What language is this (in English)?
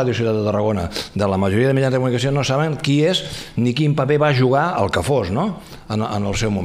Catalan